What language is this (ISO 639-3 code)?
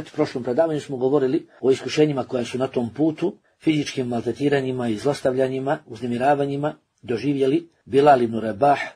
bos